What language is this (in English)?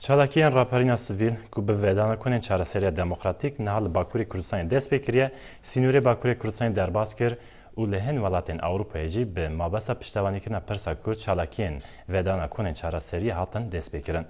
Kurdish